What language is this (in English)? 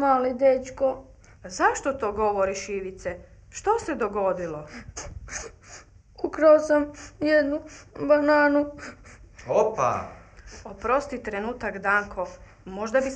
Croatian